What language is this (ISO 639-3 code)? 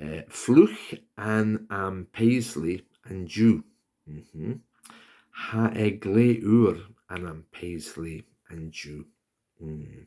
gla